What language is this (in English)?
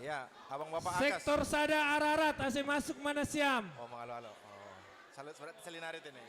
Batak Simalungun